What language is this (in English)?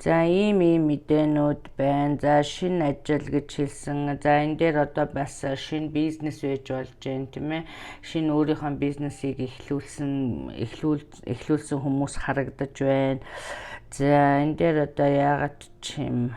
Mongolian